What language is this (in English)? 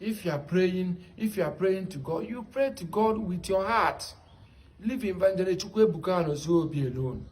Igbo